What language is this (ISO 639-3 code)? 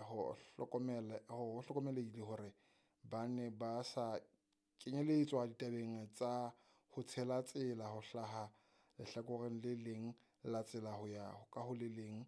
sot